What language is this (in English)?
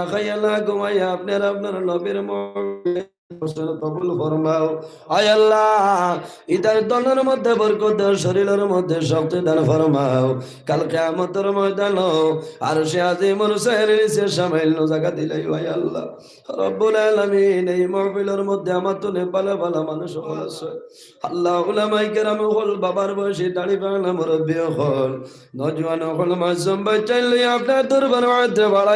Sylheti